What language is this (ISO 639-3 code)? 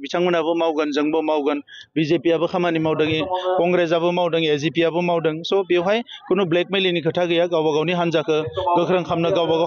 brx